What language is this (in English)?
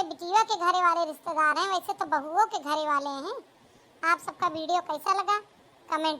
Awadhi